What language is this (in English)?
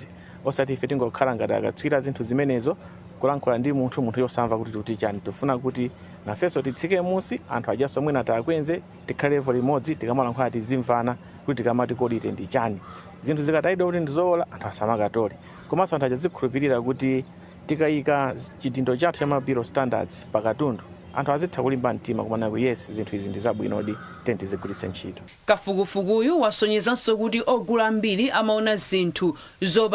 Nyanja